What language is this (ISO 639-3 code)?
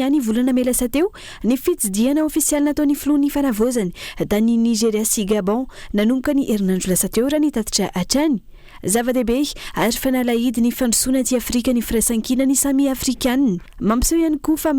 mlg